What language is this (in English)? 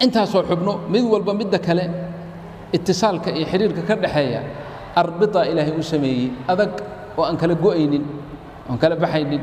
Somali